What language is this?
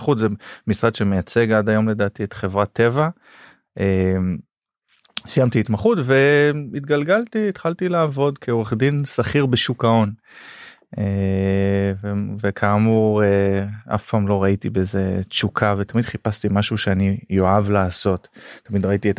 Hebrew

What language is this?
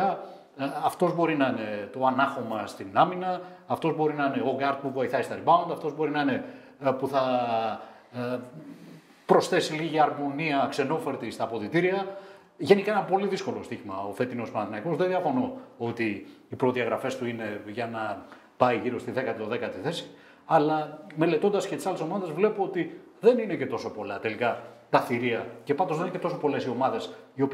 Greek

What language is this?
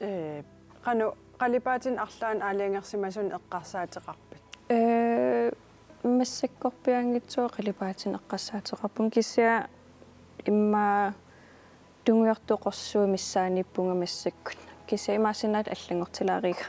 Kalaallisut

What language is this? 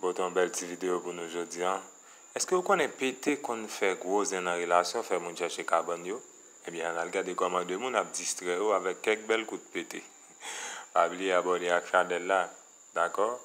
Haitian Creole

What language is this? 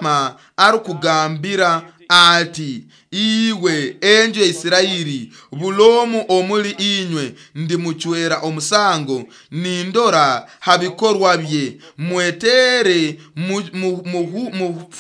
Nyoro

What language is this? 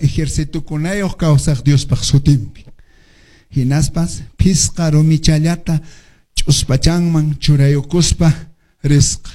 Quechua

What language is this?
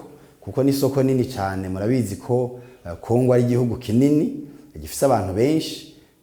Rundi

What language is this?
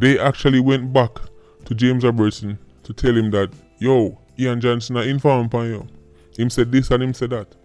Jamaican Creole English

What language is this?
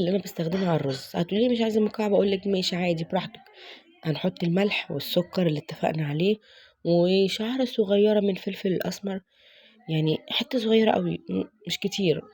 Egyptian Arabic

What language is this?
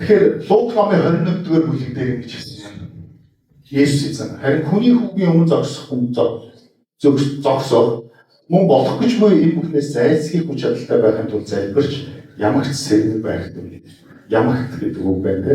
Mongolian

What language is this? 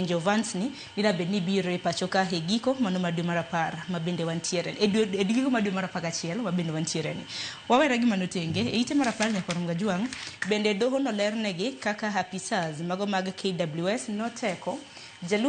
Luo (Kenya and Tanzania)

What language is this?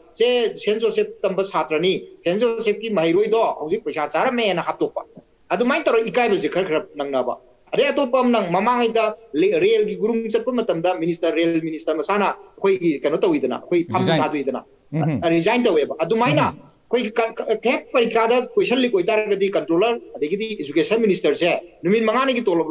Manipuri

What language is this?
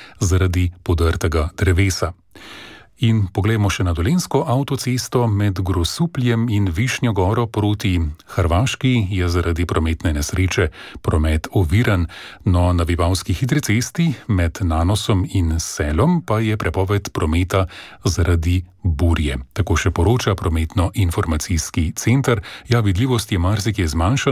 Slovenian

